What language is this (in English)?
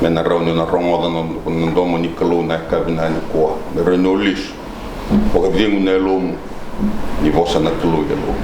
Fijian